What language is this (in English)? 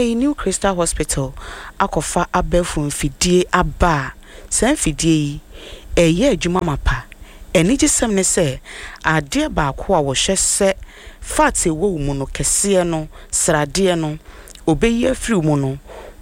Akan